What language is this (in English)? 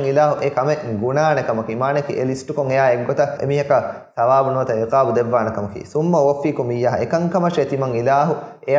Divehi